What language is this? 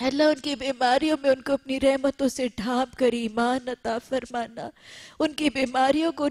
Urdu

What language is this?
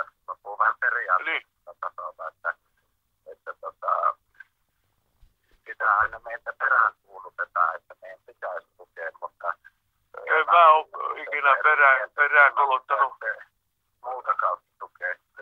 Finnish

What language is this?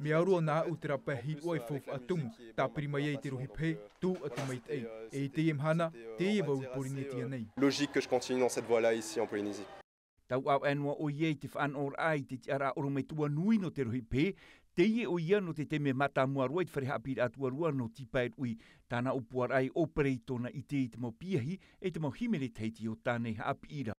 Tahitian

